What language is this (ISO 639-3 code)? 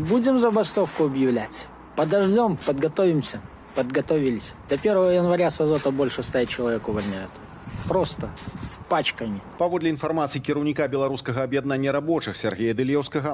bel